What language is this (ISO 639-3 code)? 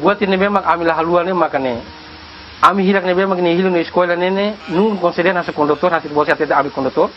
tet